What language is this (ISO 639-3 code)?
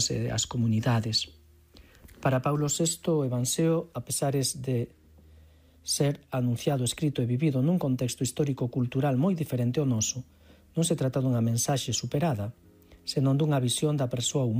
glg